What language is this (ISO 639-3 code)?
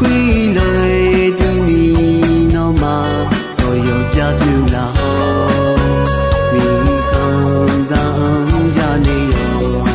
ahk